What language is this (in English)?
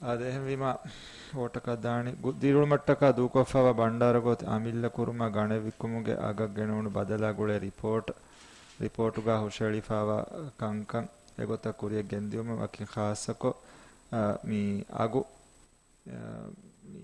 Divehi